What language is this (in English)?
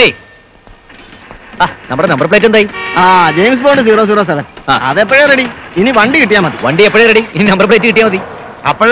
Malayalam